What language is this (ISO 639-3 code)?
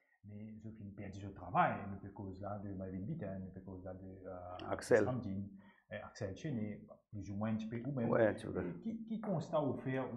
mfe